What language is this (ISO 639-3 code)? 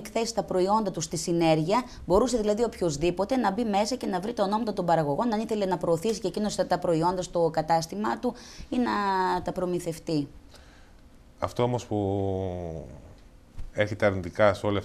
ell